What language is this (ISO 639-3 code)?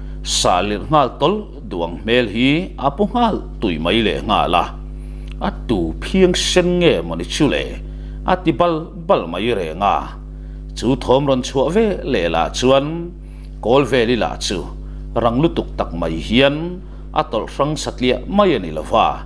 lus